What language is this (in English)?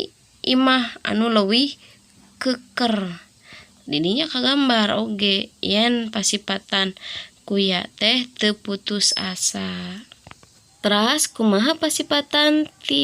Sundanese